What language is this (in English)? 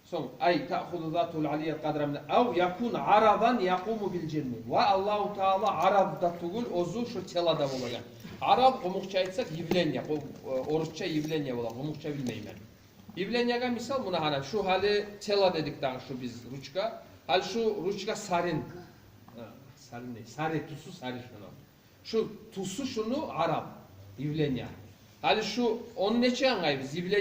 Kumyk